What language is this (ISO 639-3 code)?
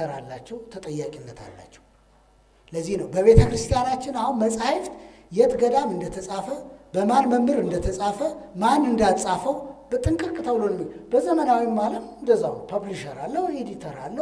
amh